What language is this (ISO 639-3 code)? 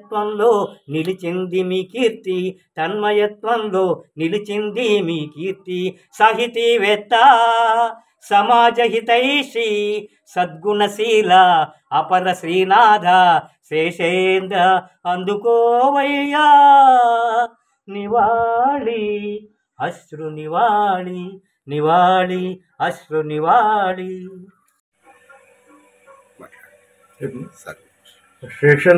tel